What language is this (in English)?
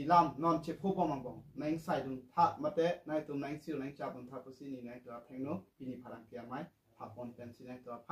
Karbi